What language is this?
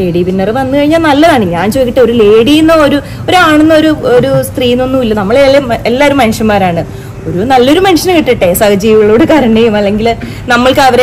Malayalam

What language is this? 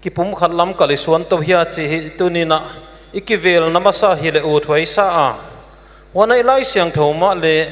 Paite Chin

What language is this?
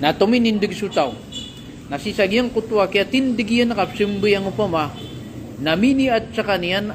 Maranao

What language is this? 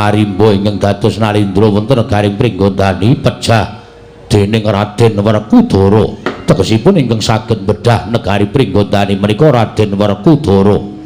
Javanese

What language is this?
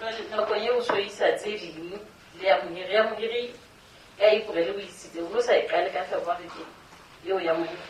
Southern Sotho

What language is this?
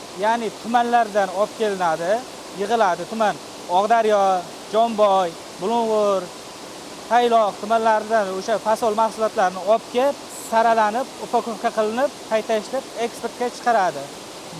Uzbek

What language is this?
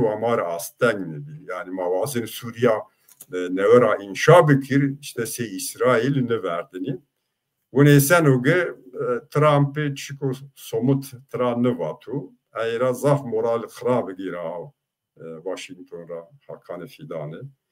Zaza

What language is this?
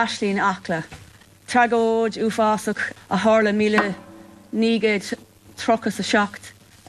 Irish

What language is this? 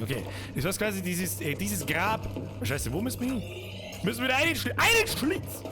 Bavarian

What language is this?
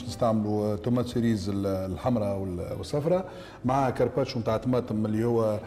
Tunisian Arabic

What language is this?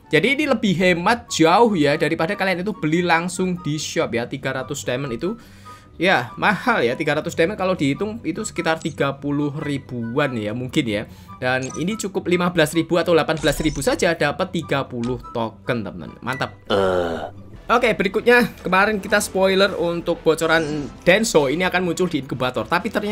Indonesian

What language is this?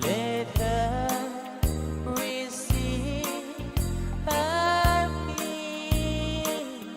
Pohnpeian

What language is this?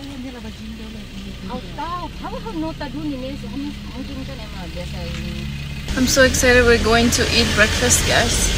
Tetum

